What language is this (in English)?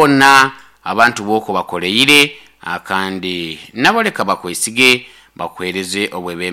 Nyoro